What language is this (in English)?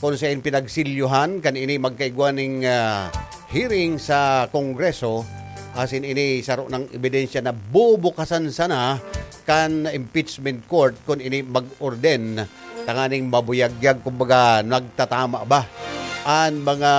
Bikol